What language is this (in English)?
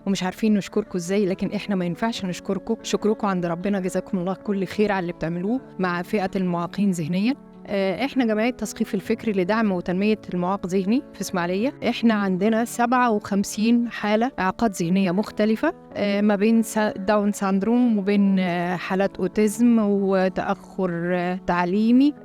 Egyptian Arabic